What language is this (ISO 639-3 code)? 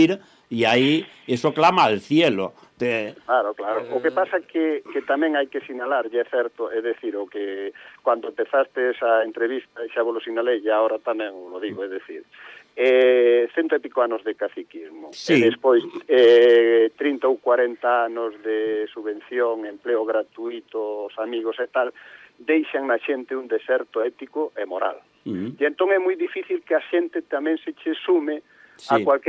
glg